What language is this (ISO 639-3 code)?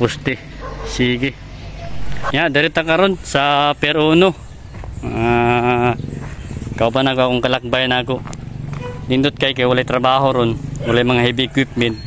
ceb